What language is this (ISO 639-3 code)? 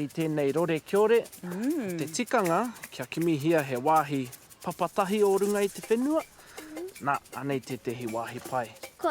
mri